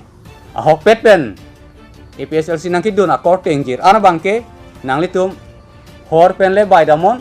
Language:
Karbi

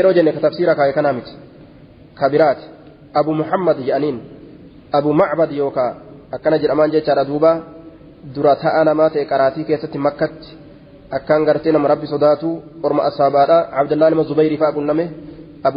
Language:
Oromo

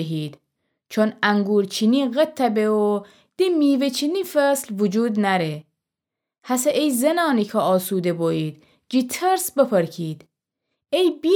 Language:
Gilaki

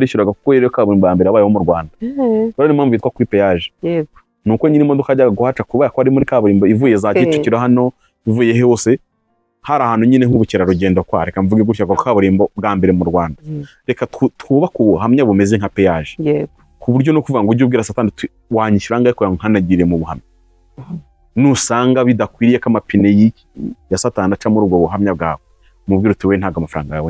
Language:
Kinyarwanda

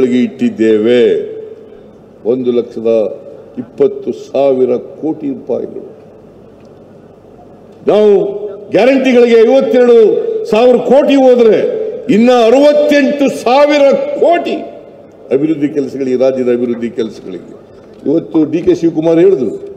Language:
Kannada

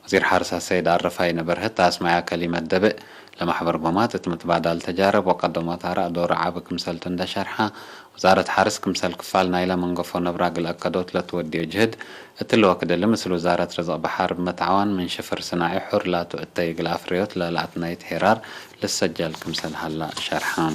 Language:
Tigre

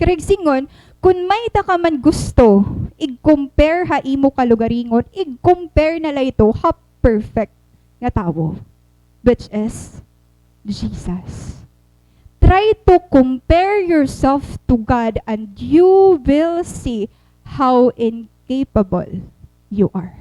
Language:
Waray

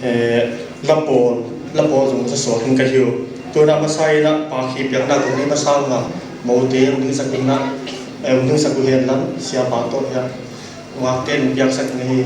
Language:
Paite Chin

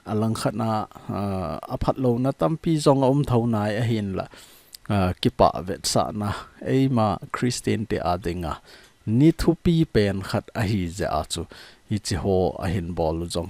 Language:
Thado Chin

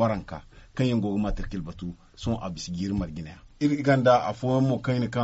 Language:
Zarma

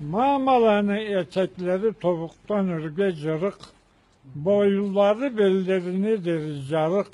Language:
Karachay-Balkar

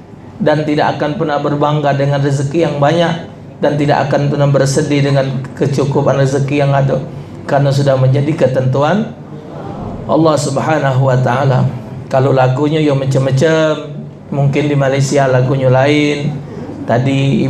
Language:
Musi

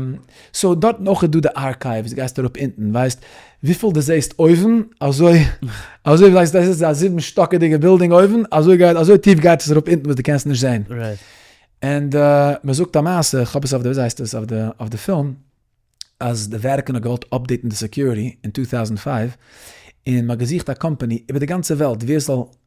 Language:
Yiddish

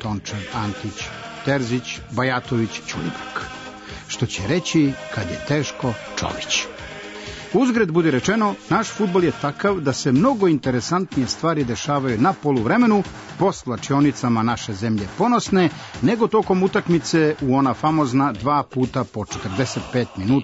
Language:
Serbian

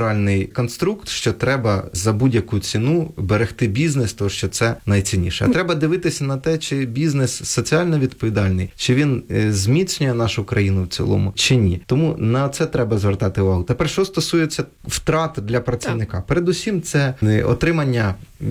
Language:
Ukrainian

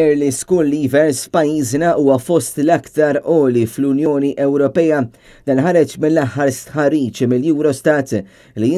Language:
Maltese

